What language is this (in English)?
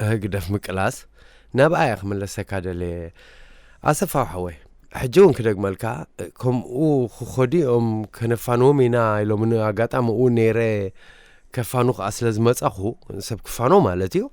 Tigrinya